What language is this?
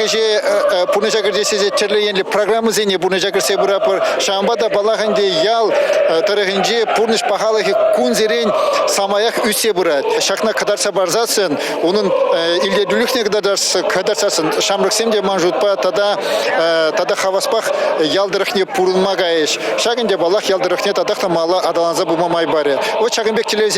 Chuvash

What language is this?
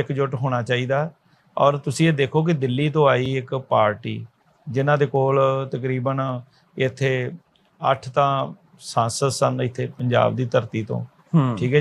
Punjabi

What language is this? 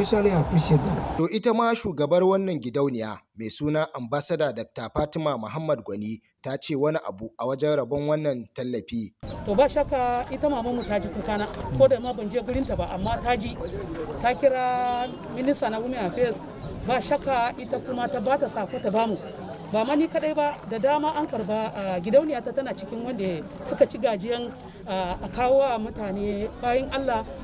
Hausa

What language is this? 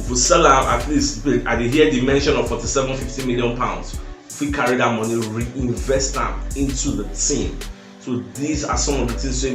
Nigerian Pidgin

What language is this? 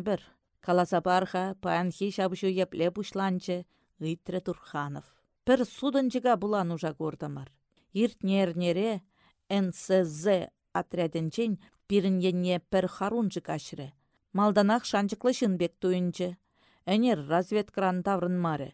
Chuvash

